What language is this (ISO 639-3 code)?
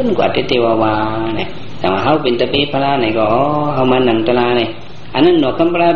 shn